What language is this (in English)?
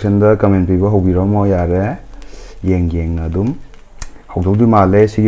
Manipuri